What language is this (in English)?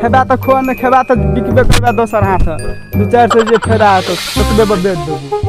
Maithili